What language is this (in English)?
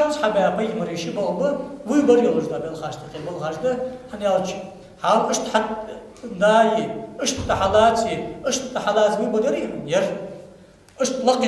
Ingush